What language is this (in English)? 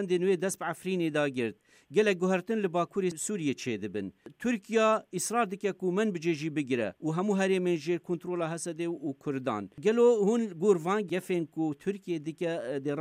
Kurdish